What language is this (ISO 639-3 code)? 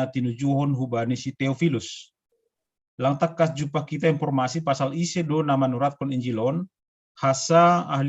bts